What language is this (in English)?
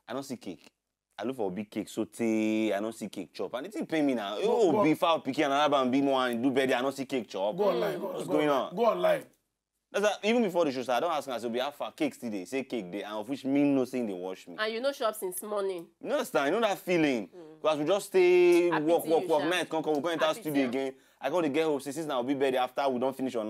Nigerian Pidgin